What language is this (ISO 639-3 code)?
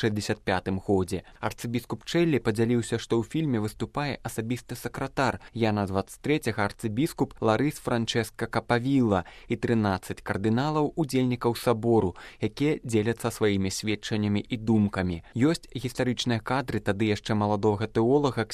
bel